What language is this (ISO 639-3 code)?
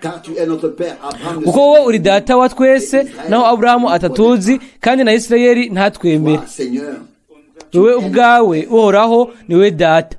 run